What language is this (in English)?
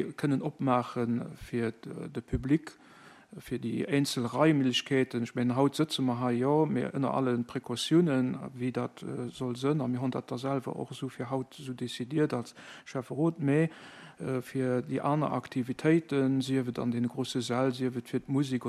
Luxembourgish